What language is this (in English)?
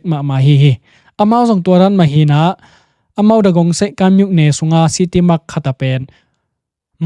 Tedim Chin